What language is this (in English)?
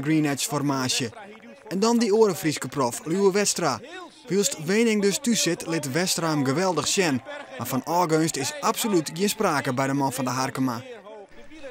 Western Frisian